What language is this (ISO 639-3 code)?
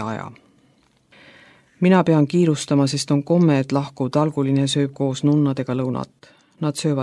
est